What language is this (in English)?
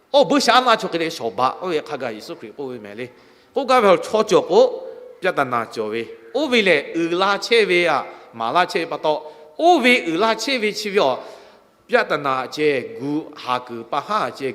Lahu